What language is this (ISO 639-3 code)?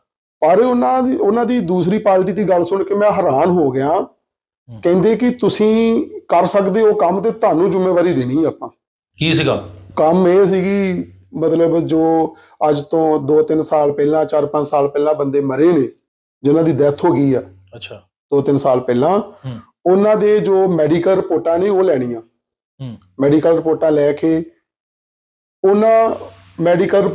pan